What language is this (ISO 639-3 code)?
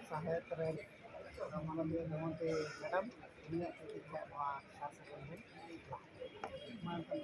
sat